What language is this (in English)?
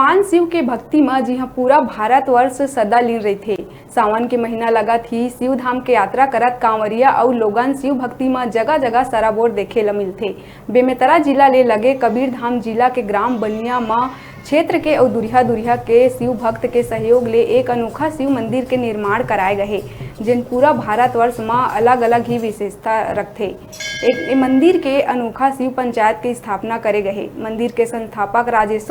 Chhattisgarhi